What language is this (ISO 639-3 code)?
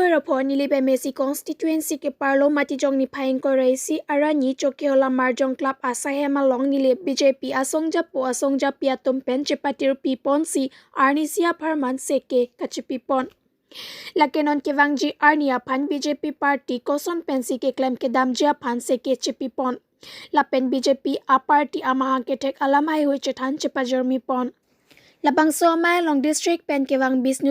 mjw